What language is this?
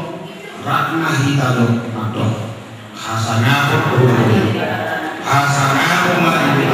Batak Toba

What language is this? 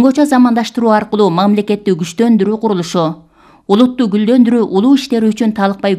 Kyrgyz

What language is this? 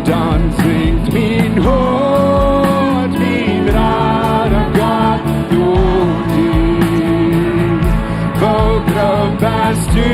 Plautdietsch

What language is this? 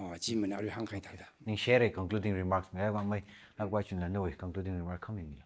Tangkhul Naga (India)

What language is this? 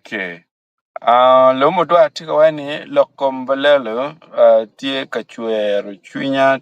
Acoli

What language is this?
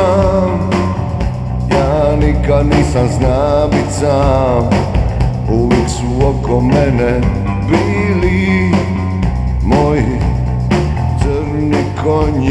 Croatian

